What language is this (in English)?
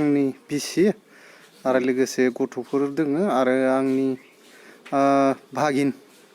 Bodo